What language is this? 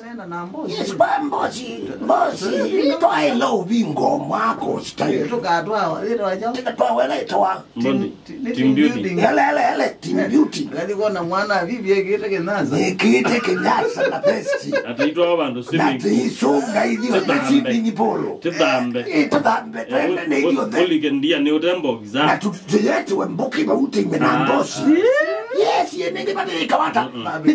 Kamba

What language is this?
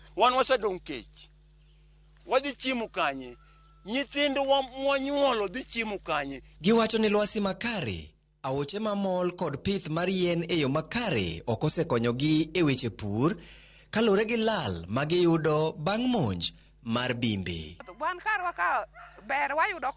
Luo (Kenya and Tanzania)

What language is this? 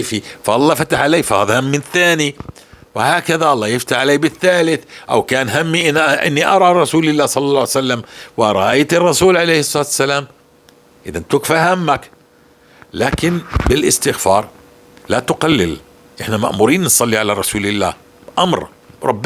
North Levantine Arabic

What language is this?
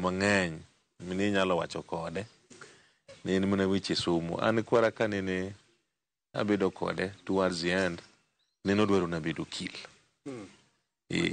Luo (Kenya and Tanzania)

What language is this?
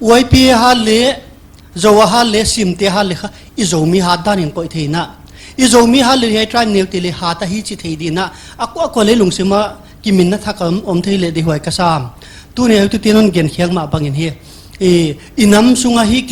Paite Chin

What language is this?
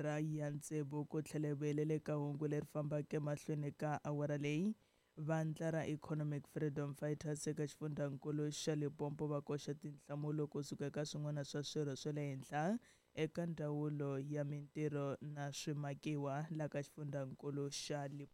Tsonga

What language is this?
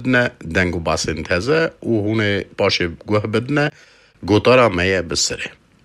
Kurdish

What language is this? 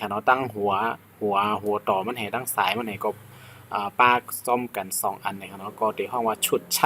Shan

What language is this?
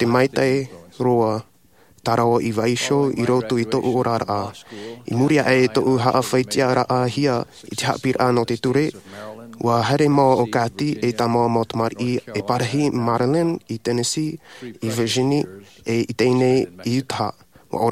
Tahitian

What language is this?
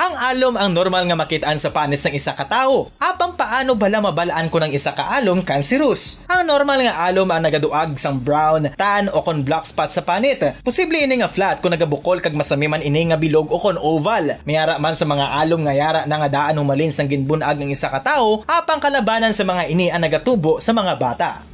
Hiligaynon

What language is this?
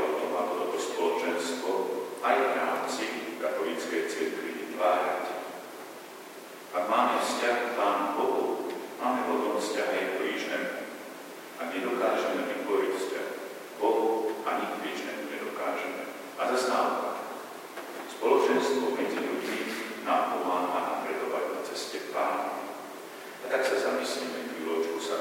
Slovak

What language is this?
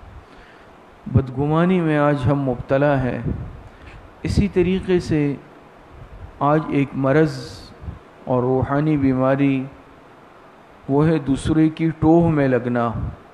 Urdu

